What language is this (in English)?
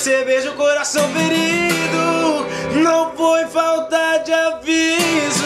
Portuguese